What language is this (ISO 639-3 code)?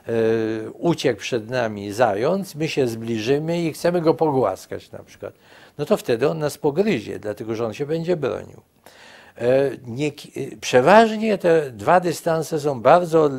pol